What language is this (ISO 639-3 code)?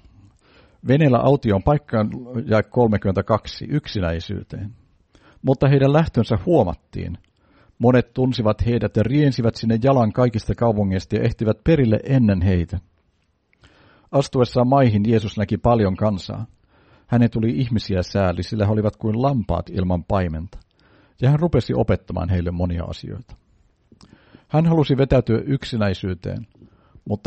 fin